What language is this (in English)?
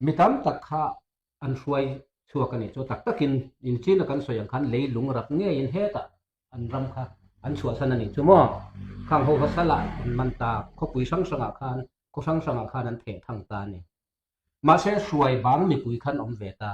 Mizo